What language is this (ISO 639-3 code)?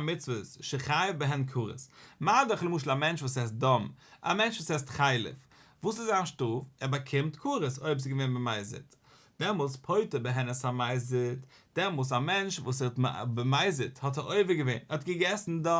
yid